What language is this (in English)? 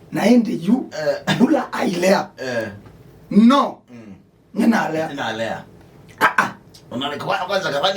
Kamba